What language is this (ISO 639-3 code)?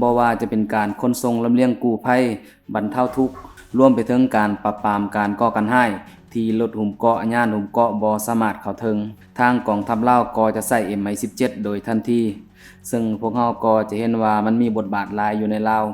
lao